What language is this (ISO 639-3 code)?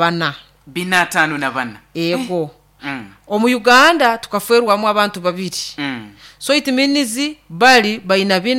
nyo